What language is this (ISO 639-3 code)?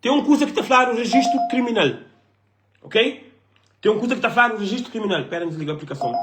kea